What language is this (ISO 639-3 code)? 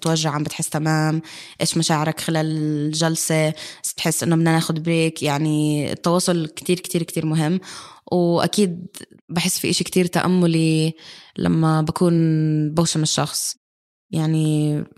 apc